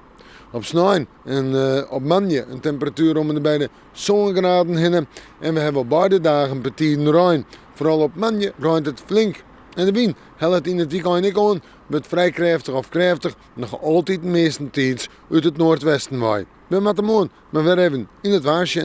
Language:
Western Frisian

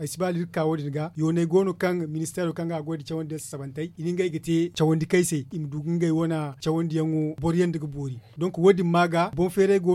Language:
Zarma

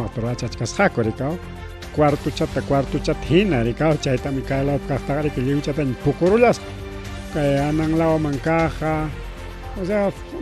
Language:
Ayacucho Quechua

